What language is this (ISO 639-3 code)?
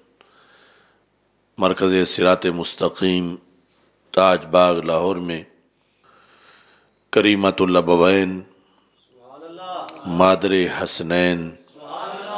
urd